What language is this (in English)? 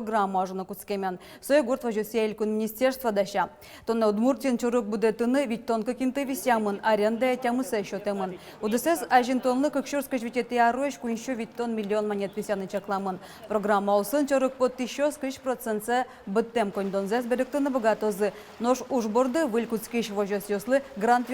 Udmurt